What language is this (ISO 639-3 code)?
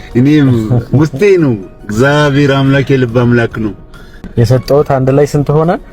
amh